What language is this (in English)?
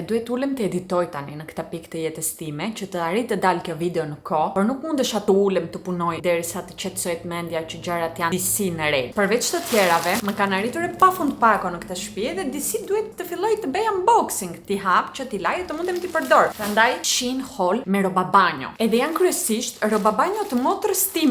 Albanian